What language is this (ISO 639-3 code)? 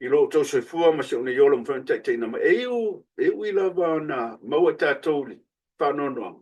smo